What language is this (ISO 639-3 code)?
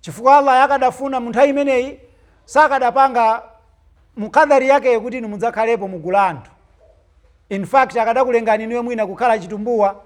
nya